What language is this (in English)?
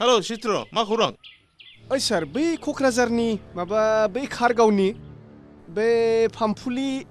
Bodo